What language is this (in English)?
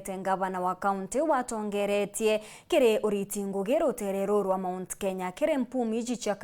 Meru